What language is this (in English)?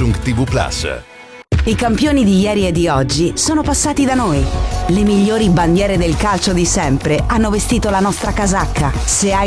Italian